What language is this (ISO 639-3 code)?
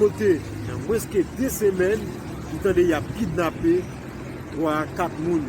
hat